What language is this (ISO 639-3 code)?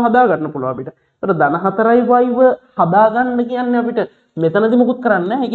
sin